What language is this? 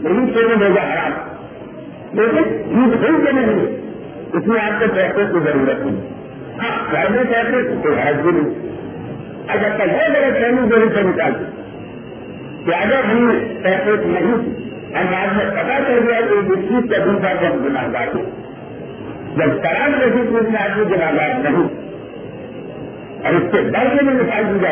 Urdu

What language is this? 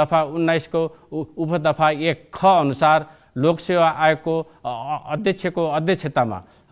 Nepali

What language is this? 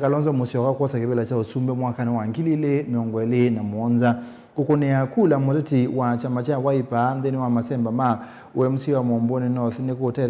Kamba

